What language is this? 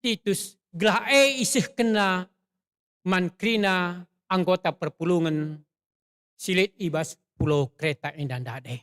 Batak Karo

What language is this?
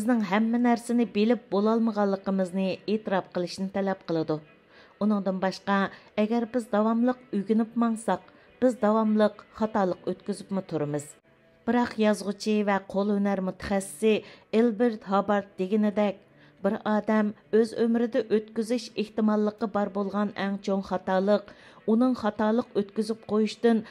Uyghur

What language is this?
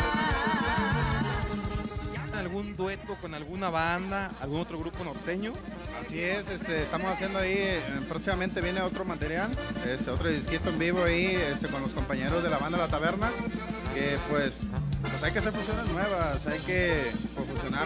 Spanish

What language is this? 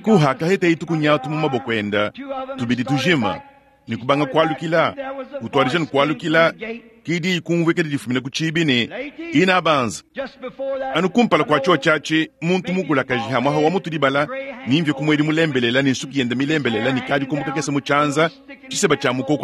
Luba-Lulua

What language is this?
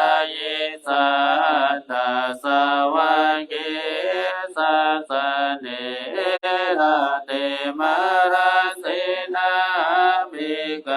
Pali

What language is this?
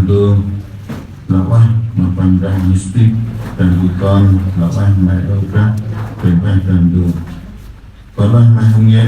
Central Mnong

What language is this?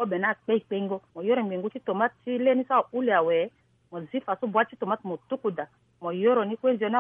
Sango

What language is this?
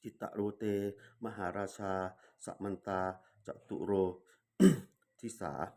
Pali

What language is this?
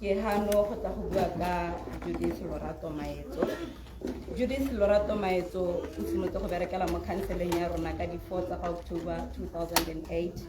Tswana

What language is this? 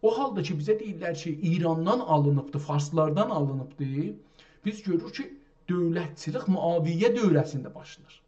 South Azerbaijani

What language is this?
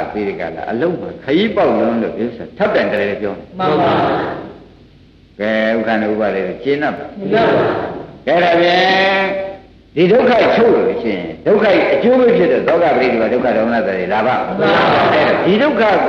Burmese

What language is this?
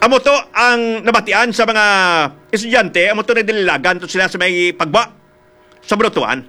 Hiligaynon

